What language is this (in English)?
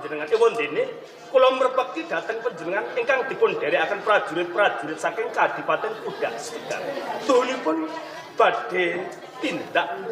Javanese